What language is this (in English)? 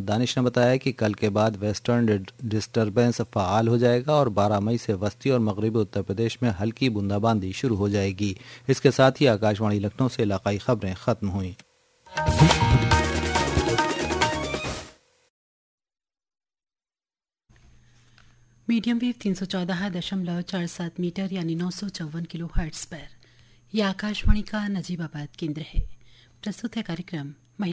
Hindi